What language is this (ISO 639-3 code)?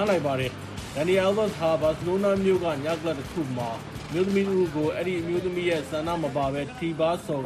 mya